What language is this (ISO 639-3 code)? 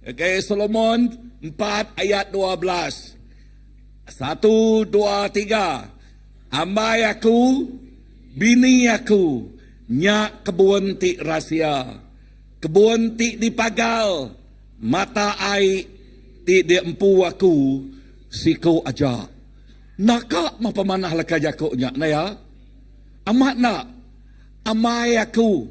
iba